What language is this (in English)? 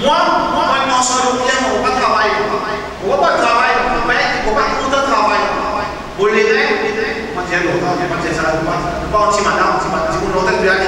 Morisyen